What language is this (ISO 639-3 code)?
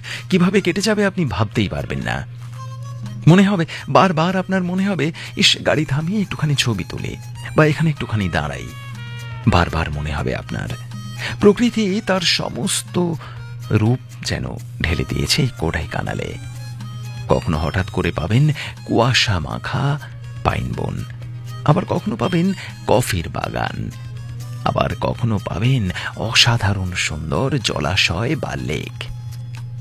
ben